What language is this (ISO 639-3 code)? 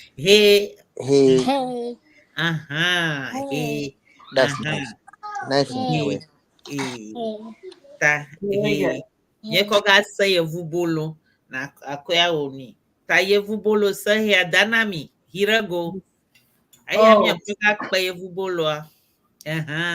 ewe